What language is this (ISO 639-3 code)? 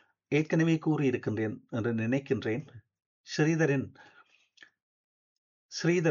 tam